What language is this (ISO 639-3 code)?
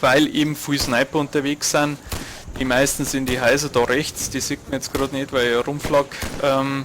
bar